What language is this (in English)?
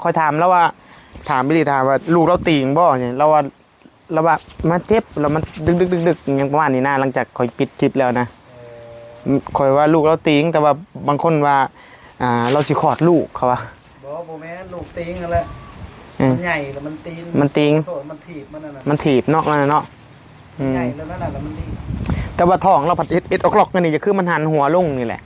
Northeastern Thai